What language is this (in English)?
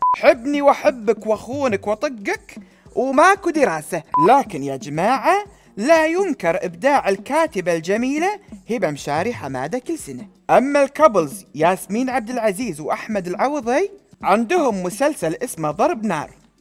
Gulf Arabic